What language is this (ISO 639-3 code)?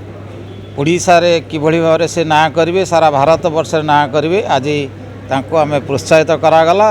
ori